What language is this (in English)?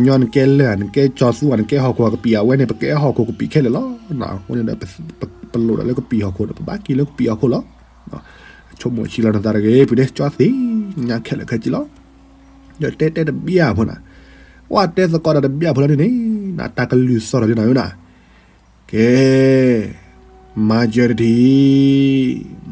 S'gaw Karen